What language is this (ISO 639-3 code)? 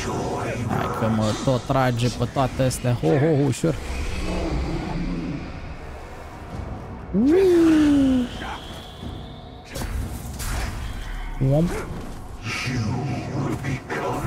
ron